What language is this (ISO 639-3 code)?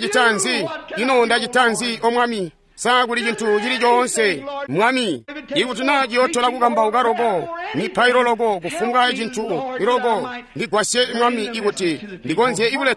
toi